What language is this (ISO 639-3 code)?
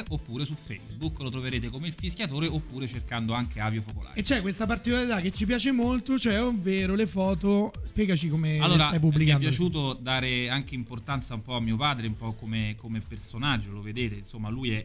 ita